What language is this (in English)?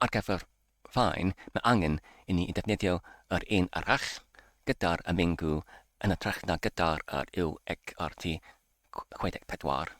Welsh